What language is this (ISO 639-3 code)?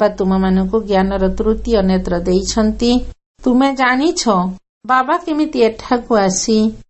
ori